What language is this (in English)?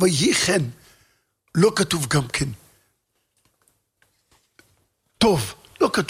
Hebrew